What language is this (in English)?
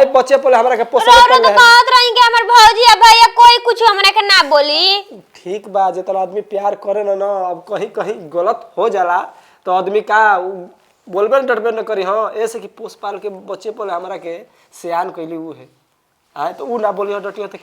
Bhojpuri